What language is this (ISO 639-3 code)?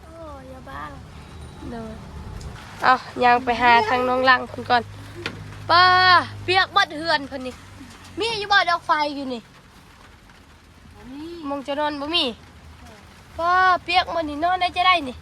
tts